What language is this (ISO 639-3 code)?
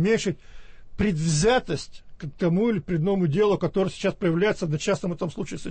rus